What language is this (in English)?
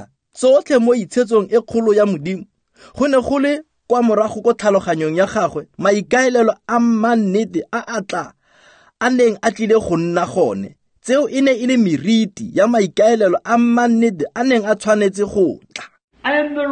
Tswana